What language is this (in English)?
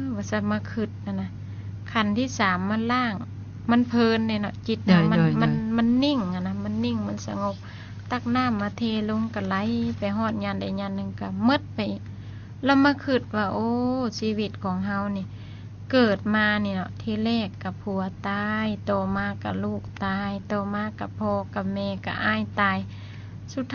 Lao